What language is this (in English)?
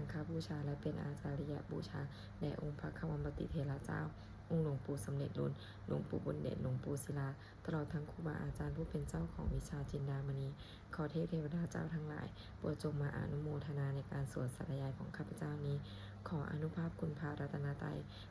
Pali